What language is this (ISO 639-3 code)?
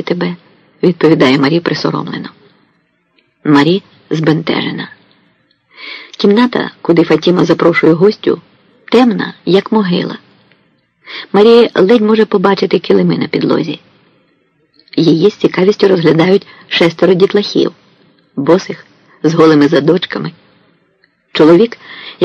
ukr